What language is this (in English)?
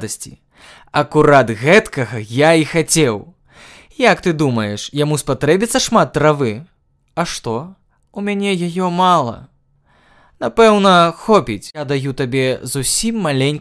Belarusian